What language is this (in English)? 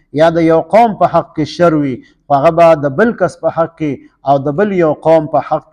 Pashto